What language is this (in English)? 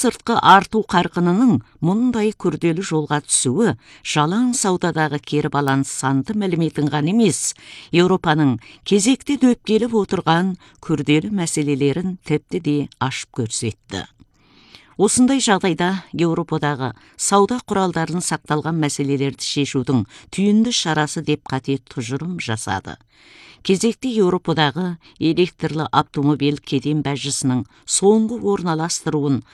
Kazakh